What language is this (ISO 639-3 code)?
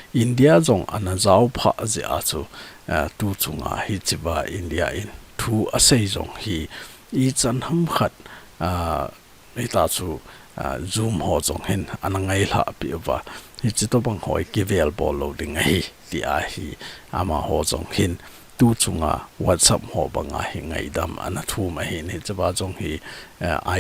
tcz